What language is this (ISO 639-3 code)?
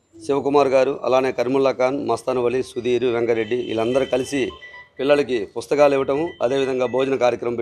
tel